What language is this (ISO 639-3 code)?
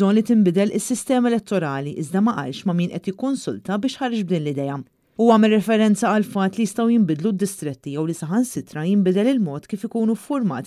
mlt